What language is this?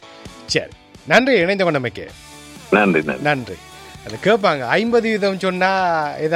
Tamil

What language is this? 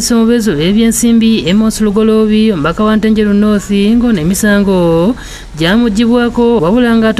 Ganda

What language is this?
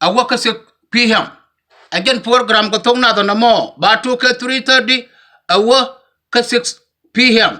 Nuer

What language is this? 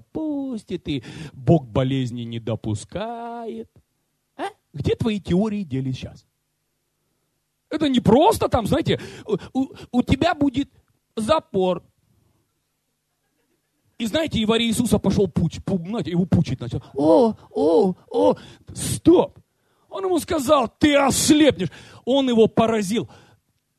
Russian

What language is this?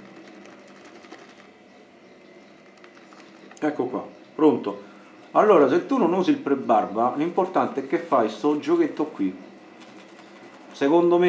Italian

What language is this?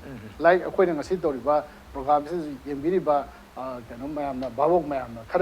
Manipuri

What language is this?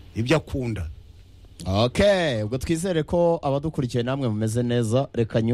Kinyarwanda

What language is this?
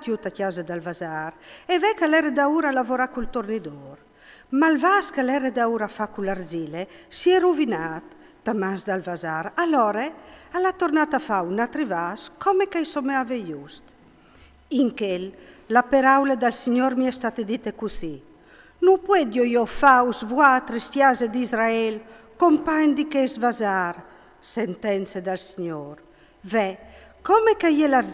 Friulian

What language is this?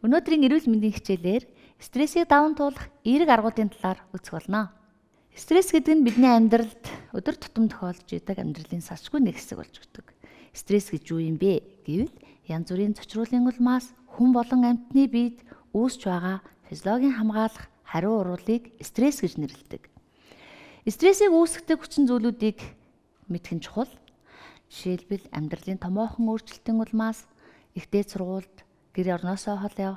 Mongolian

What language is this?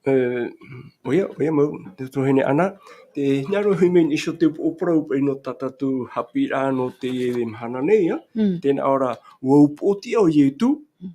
Tahitian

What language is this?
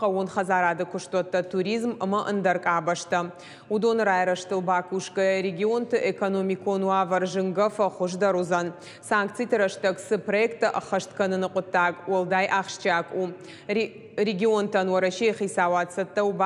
Ossetic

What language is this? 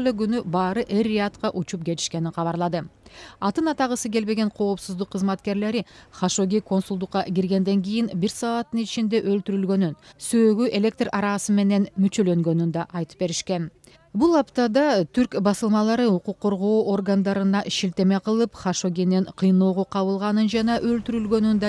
Kyrgyz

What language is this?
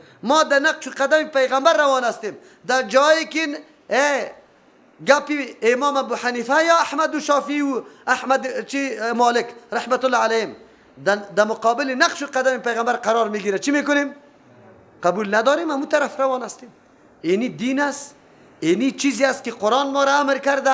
Persian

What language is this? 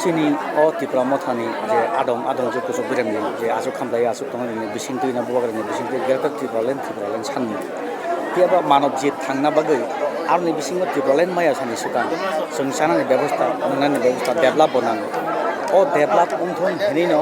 Kok Borok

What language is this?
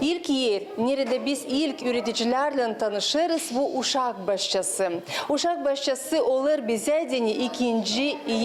Gagauz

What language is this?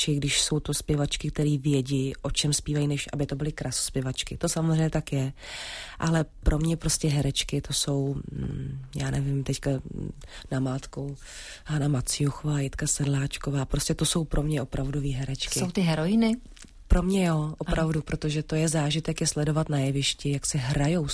Czech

